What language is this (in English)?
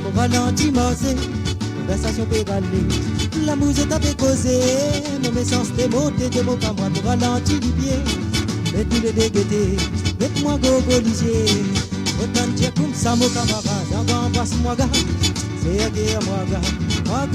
Morisyen